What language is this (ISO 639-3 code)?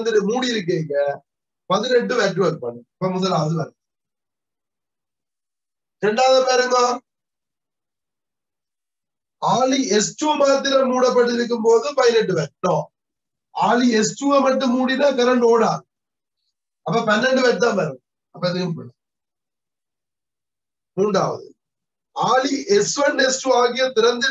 tam